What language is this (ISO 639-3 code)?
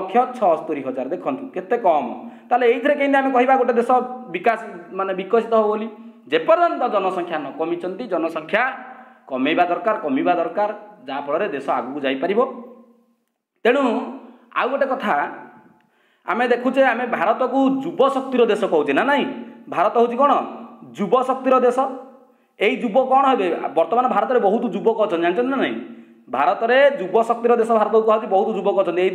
ori